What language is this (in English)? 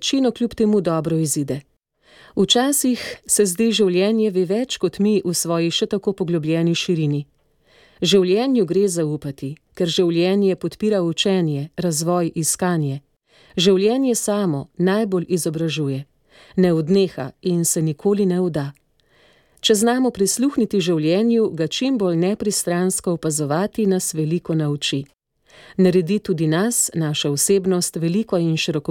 Slovenian